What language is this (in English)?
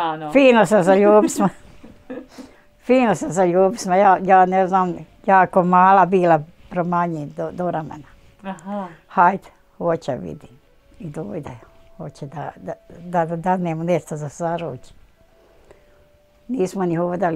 Bosnian